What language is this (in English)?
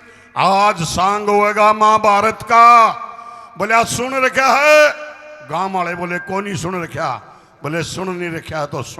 Haryanvi